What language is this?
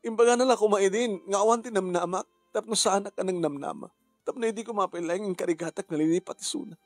Iloko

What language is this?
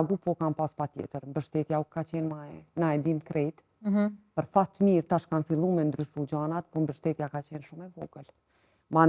Albanian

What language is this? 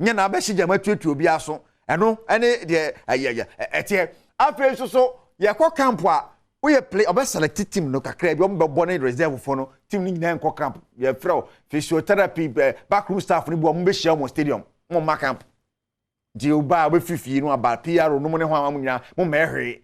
Akan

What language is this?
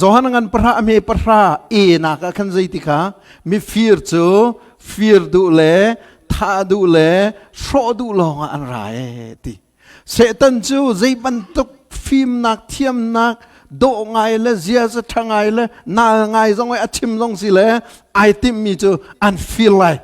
Hakha Chin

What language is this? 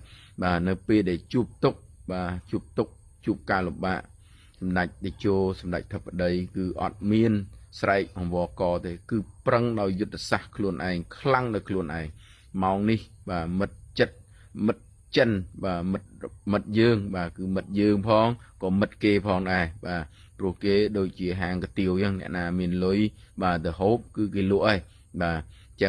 Khmer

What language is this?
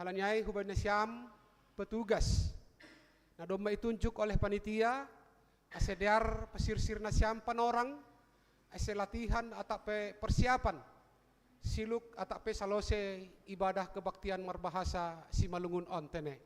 Batak Simalungun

